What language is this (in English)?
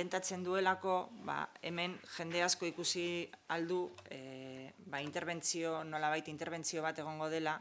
Basque